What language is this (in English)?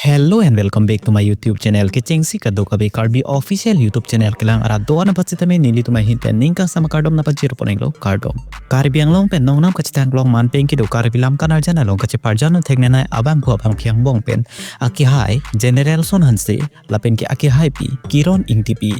Karbi